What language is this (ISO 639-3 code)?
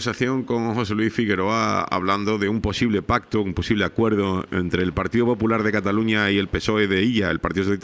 spa